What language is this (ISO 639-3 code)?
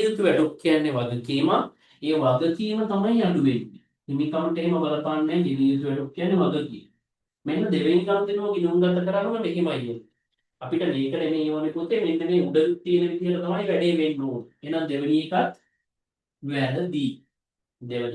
sin